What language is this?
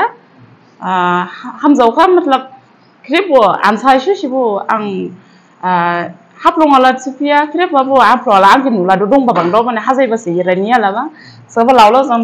Dimasa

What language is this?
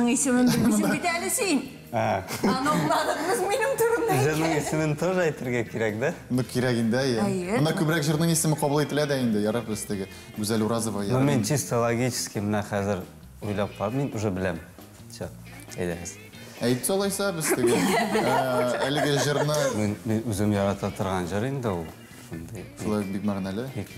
Tatar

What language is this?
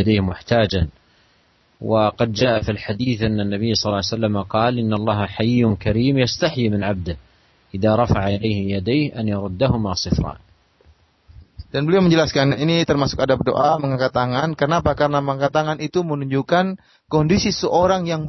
Indonesian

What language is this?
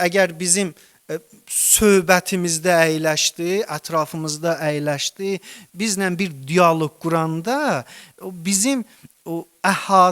Azerbaijani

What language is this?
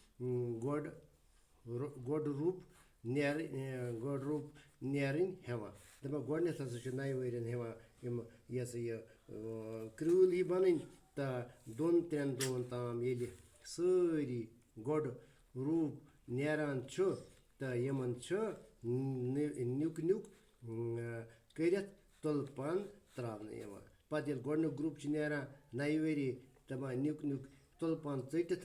Kashmiri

